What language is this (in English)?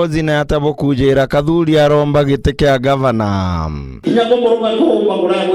Meru